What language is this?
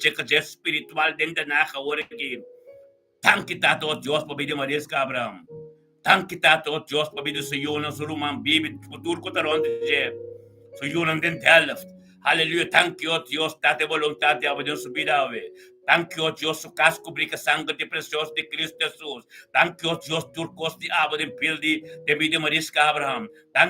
Papiamento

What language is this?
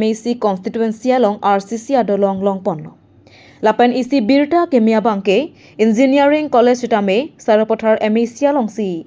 Karbi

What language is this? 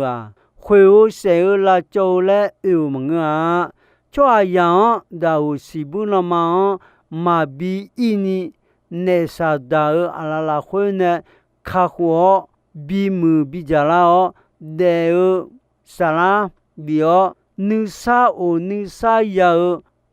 Akha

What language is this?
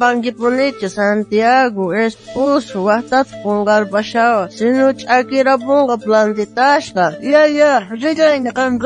South Bolivian Quechua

